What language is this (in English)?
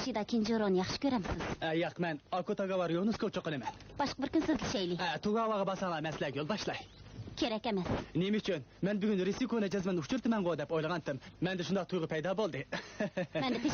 Uyghur